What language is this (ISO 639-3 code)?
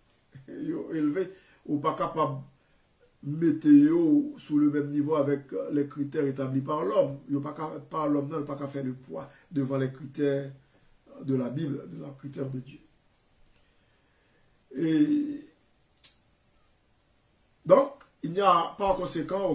fra